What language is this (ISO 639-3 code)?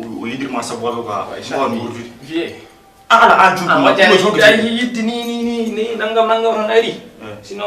ful